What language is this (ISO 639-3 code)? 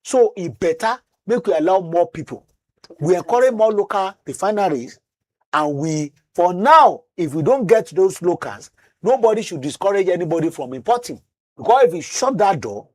pcm